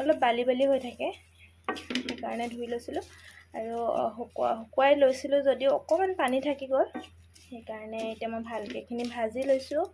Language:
Assamese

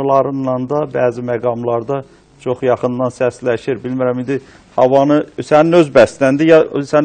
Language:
South Azerbaijani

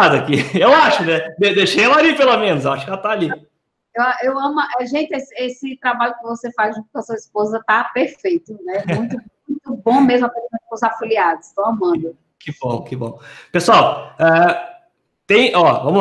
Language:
Portuguese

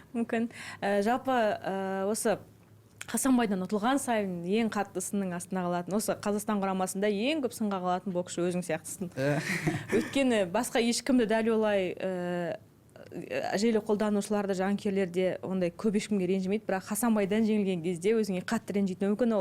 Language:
Kazakh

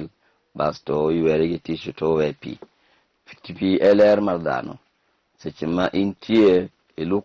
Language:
Luo (Kenya and Tanzania)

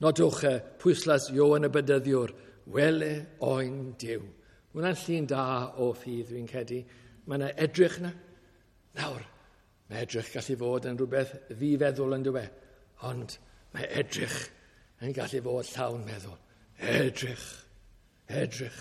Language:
Welsh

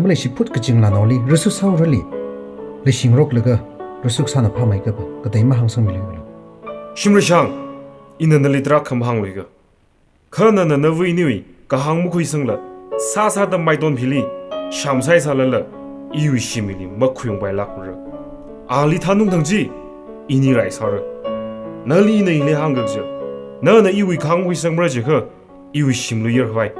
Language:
Tangkhul Naga (India)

